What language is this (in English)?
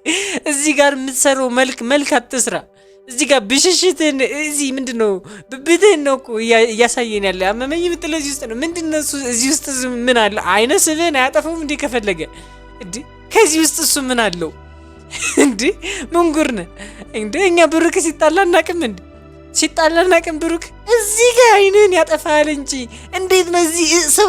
Amharic